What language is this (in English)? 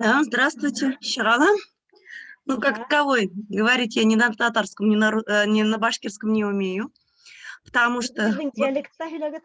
Bashkir